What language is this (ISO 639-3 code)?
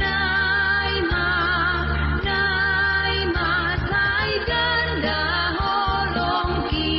bts